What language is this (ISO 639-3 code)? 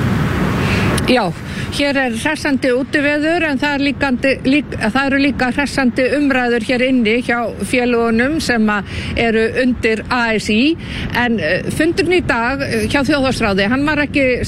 isl